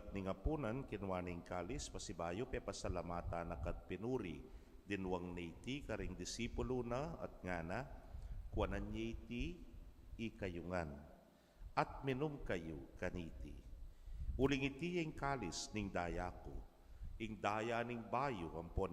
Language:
Pampanga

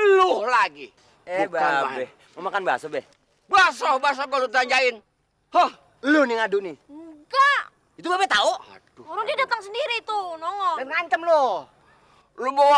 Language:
Betawi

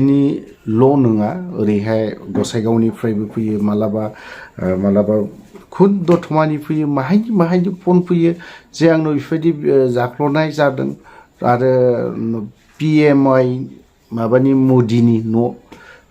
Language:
Bodo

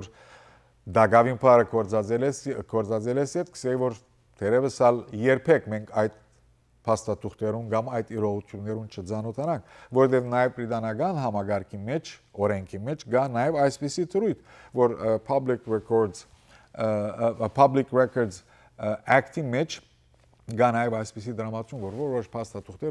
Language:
Western Armenian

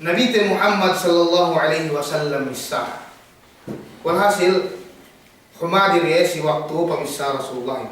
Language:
Yakan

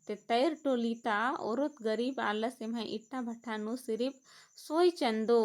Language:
Kurukh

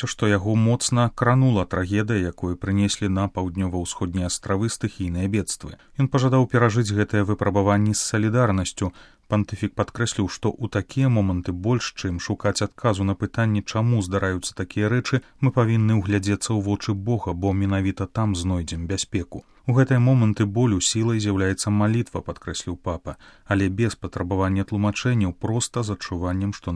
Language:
Belarusian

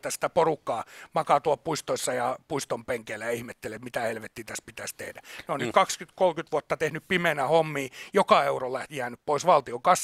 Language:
Finnish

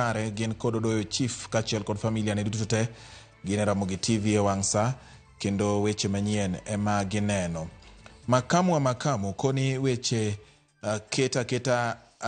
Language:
Luo (Kenya and Tanzania)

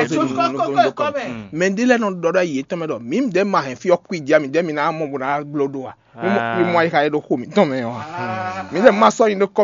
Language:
Fon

